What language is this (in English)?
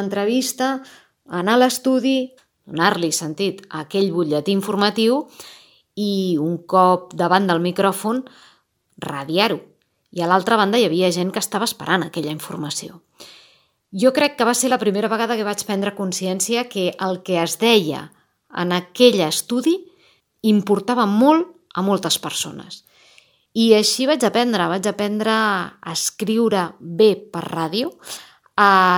Catalan